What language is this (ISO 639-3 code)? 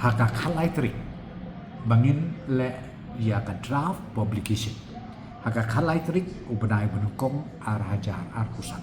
kha